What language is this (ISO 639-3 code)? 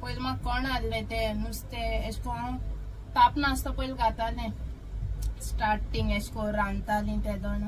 kok